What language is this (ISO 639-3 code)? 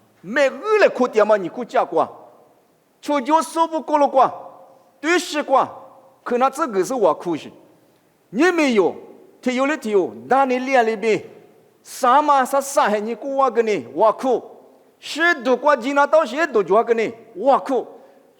lis